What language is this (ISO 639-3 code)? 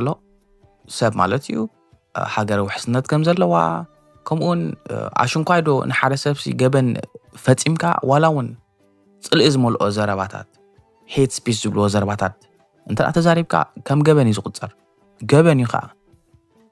tir